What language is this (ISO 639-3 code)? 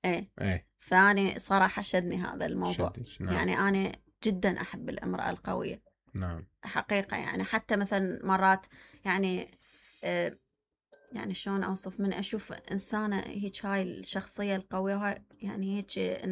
acm